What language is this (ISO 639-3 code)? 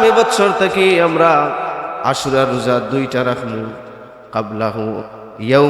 syl